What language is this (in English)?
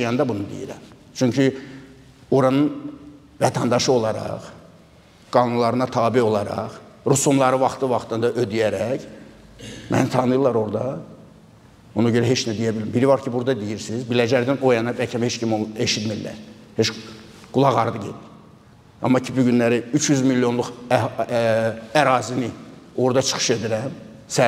Azerbaijani